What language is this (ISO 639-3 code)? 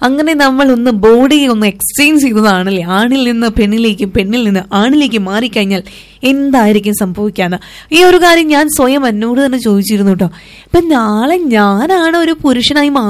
mal